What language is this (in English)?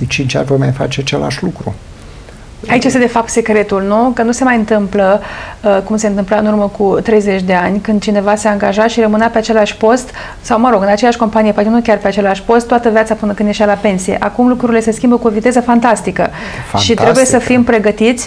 Romanian